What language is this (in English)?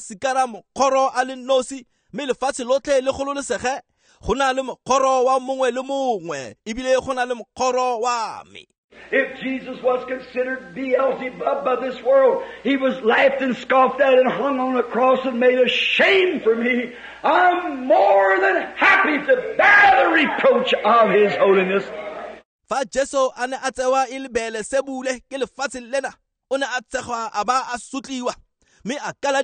Tswana